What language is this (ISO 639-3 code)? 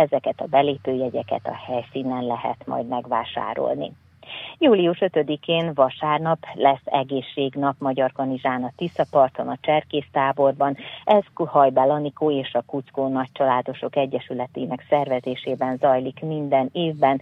hun